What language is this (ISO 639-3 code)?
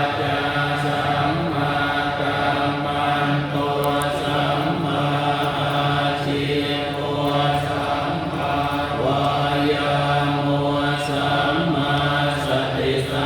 pli